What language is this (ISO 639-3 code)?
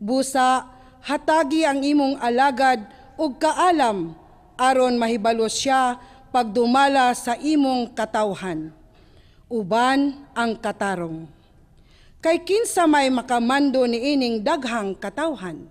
ceb